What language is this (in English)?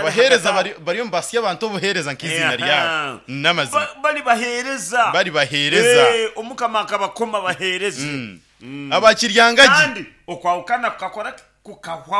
Nyankole